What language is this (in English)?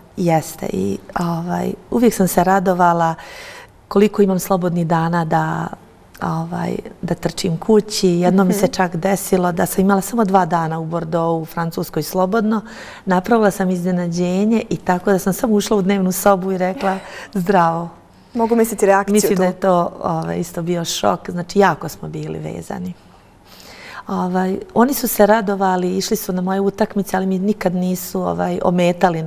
Bosnian